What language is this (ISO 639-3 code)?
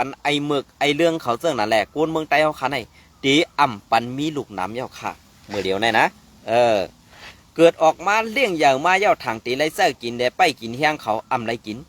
shn